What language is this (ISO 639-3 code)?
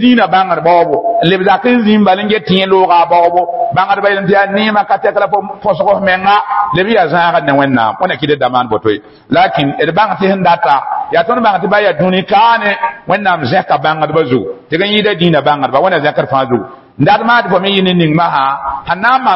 mos